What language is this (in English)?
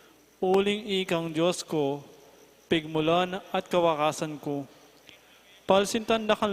Pampanga